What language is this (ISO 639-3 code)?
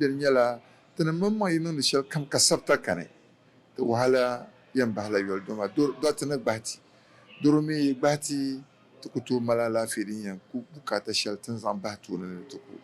dag